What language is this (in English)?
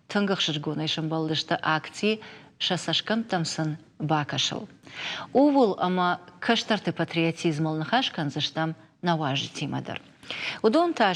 Ossetic